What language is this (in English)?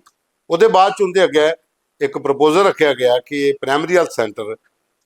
Dogri